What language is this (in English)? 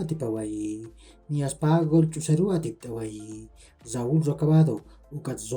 Aymara